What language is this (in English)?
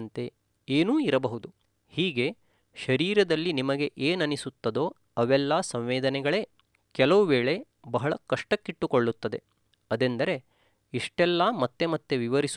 Kannada